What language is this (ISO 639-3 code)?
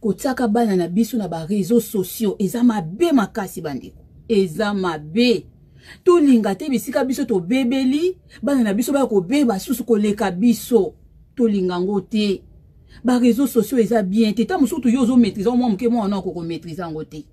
lin